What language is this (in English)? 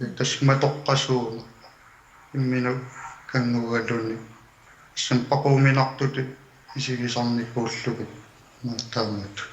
Kalaallisut